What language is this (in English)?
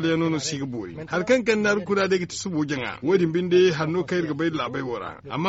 Zarma